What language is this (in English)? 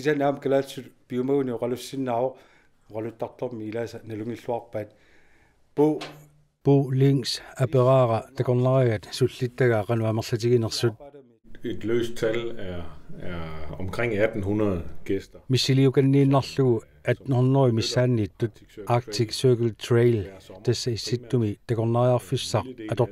Kalaallisut